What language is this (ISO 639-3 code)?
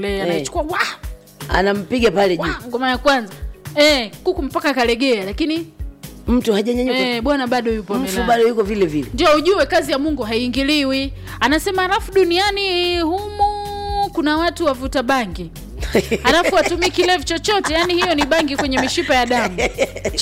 swa